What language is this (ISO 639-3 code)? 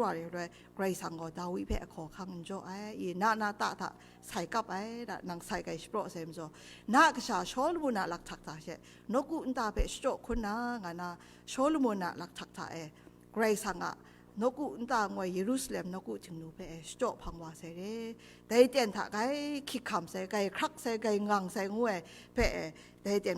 kac